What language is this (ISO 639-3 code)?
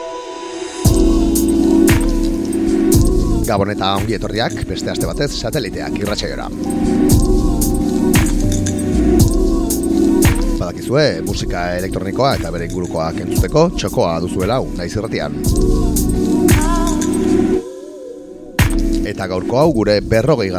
eus